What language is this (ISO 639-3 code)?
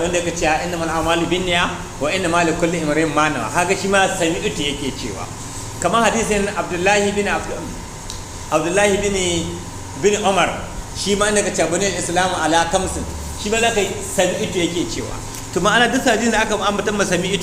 hau